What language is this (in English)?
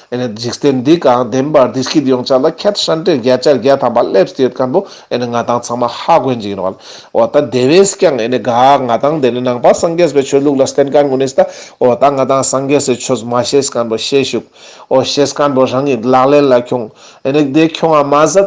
Ladakhi